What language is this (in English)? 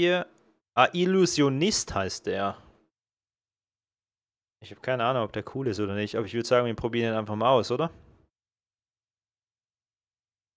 German